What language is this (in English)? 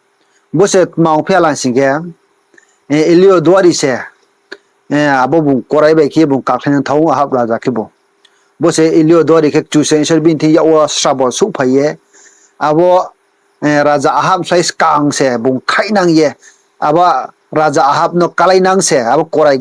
Riang (India)